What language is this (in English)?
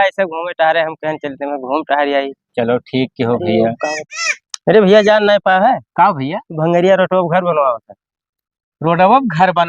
Awadhi